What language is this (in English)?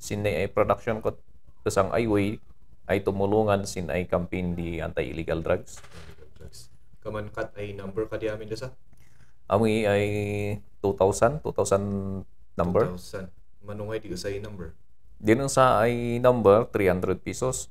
Kankanaey